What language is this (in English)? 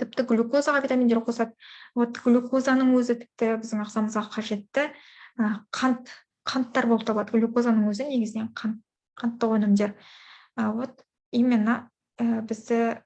Kazakh